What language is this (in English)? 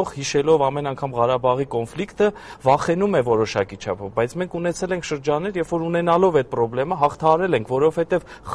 Armenian